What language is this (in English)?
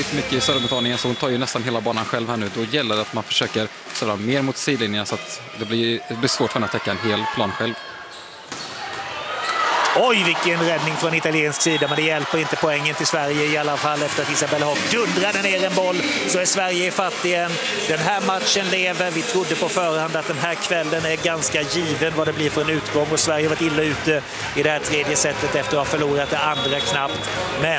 Swedish